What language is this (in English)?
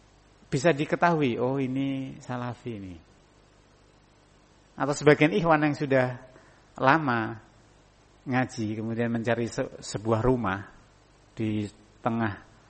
Indonesian